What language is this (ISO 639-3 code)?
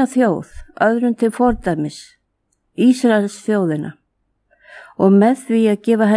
isl